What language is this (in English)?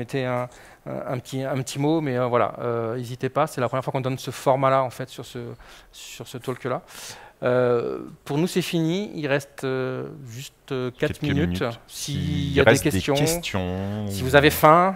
French